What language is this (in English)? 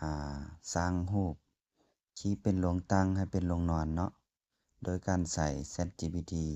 Lao